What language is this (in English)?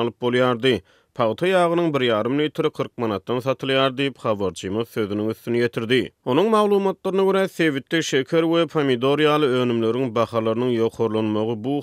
Turkmen